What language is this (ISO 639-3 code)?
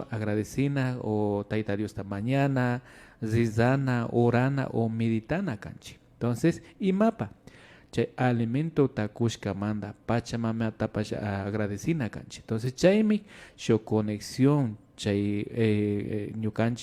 qvi